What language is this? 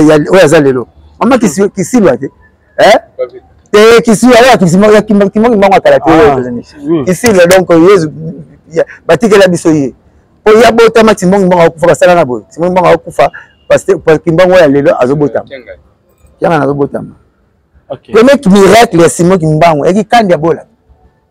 Lingala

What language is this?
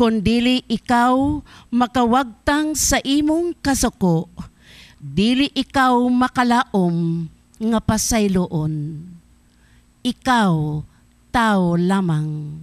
Cebuano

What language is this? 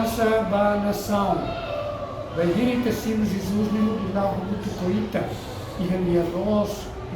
Tetum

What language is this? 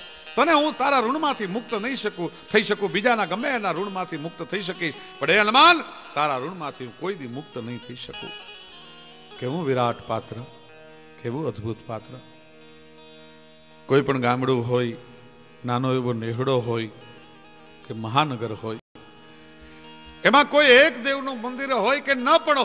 Gujarati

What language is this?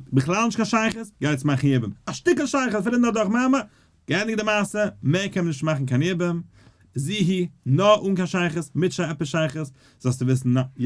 Yiddish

